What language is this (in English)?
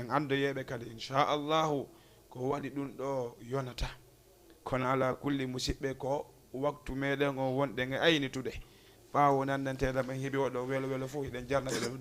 Fula